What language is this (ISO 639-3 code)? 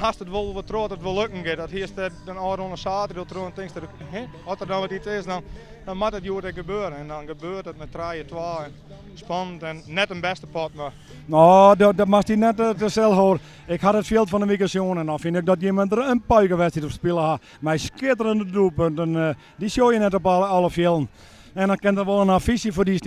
fry